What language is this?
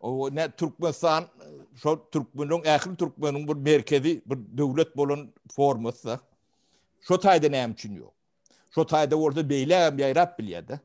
Turkmen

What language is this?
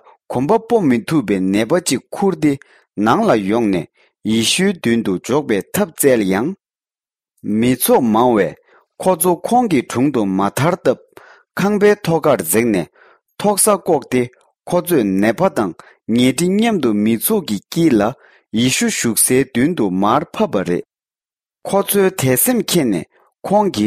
Tibetan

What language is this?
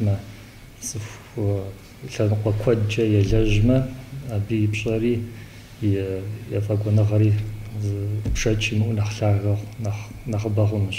Kabardian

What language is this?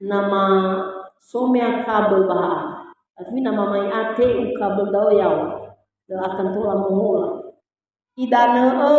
Nias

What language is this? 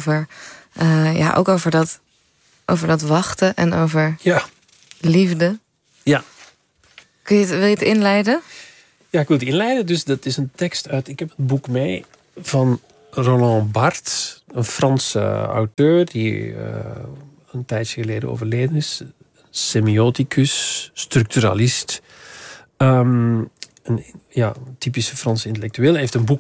Dutch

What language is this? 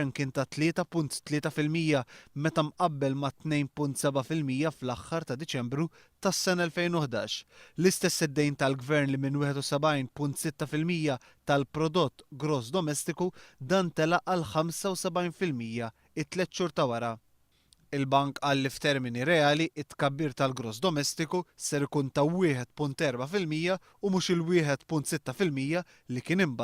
Maltese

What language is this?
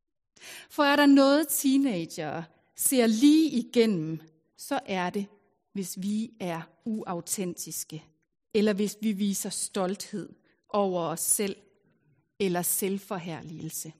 Danish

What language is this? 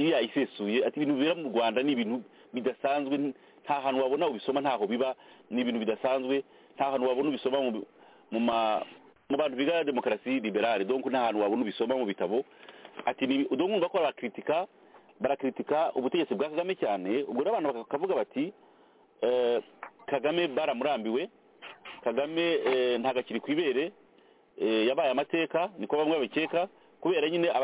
Kinyarwanda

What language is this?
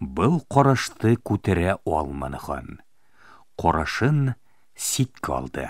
Bashkir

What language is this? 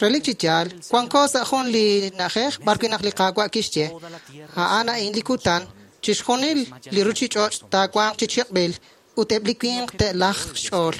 Kekchí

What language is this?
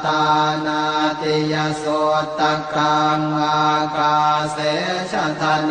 Pali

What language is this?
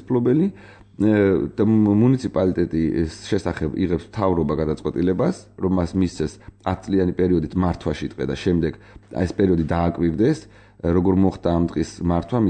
Georgian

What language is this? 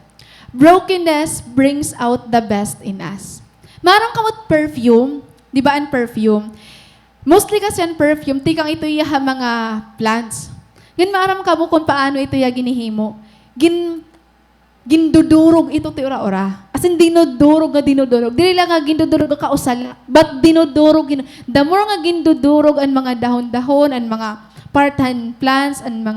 Waray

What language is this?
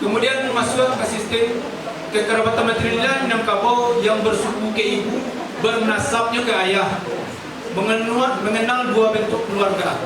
Minangkabau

